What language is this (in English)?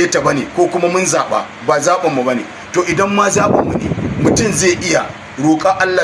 Hausa